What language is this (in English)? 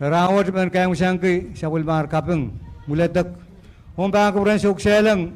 Pohnpeian